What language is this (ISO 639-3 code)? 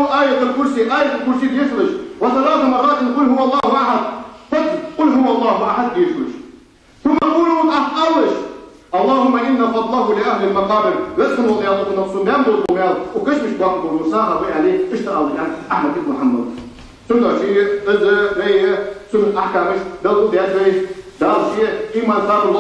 inh